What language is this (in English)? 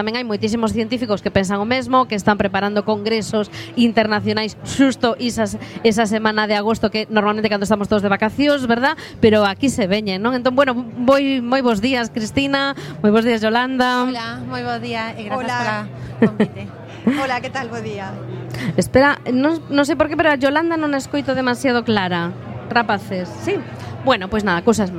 Galician